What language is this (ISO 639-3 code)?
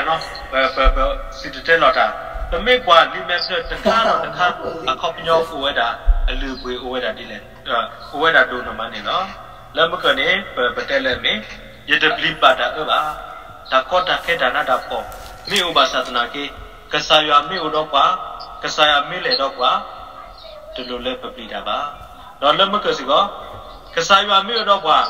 ksw